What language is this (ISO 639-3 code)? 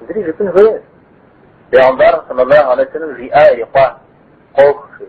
kbd